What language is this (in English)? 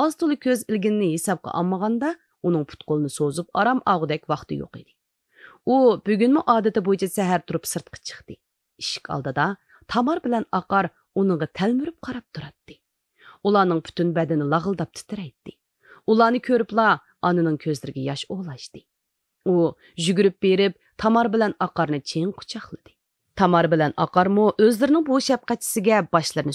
Uyghur